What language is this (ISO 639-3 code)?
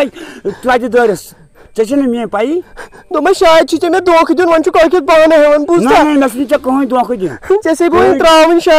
kas